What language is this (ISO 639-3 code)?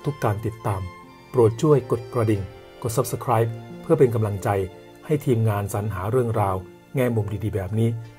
tha